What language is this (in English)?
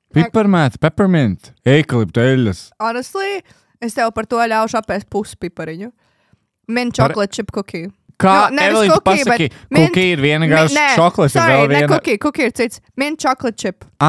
Latvian